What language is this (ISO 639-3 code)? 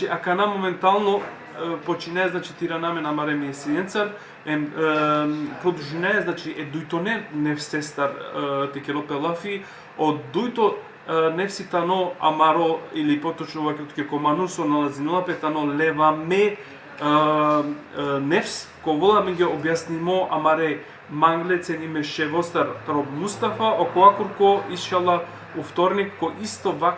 rmn